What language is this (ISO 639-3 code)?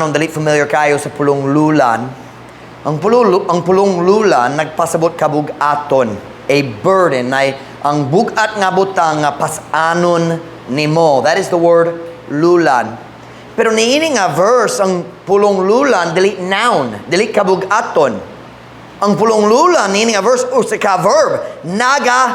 ceb